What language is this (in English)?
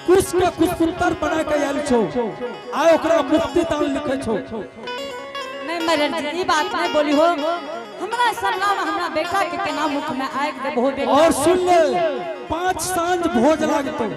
Angika